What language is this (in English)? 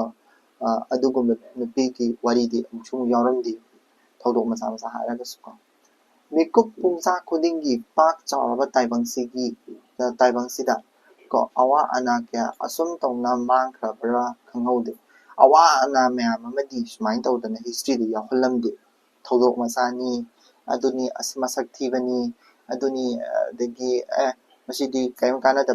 Manipuri